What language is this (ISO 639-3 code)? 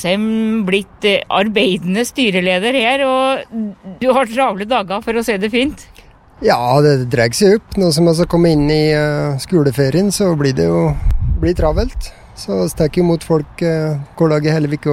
nor